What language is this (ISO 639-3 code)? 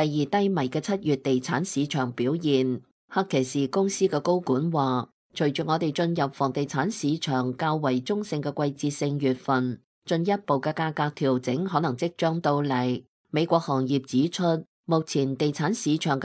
yue